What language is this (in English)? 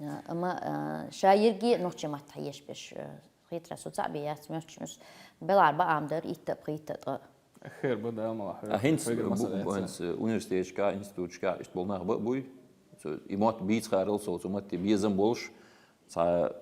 Chechen